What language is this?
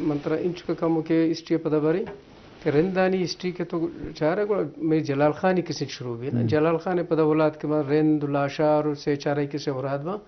Eastern Balochi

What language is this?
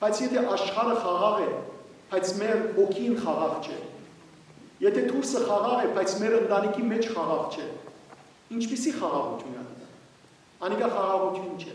Western Armenian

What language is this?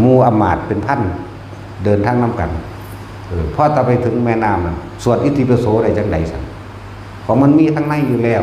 Northeastern Thai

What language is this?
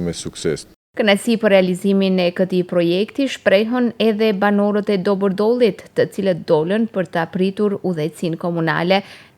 Albanian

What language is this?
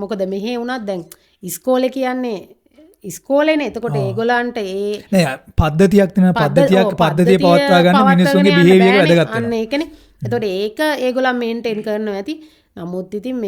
Sinhala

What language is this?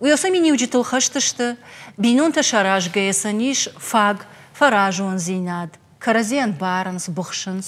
Ossetic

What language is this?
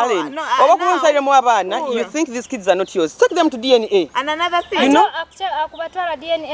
Nyoro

